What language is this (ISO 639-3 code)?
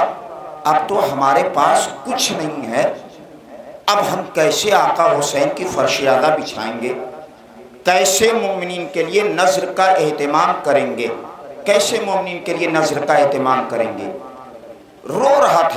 urd